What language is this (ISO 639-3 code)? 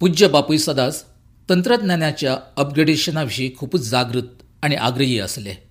kok